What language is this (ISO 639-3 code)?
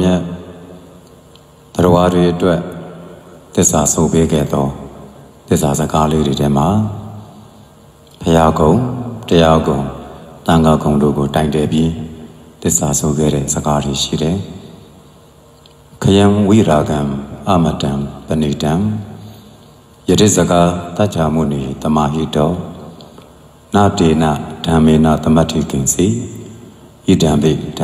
mya